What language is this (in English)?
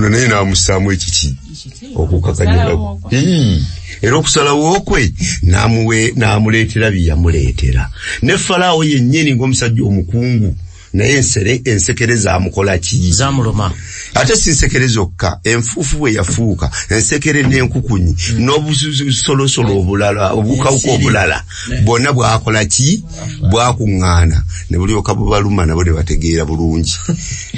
Ganda